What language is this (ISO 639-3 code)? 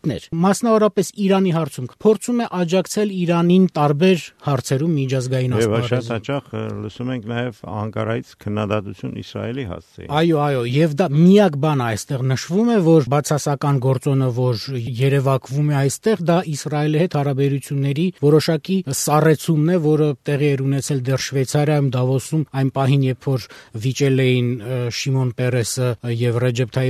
hye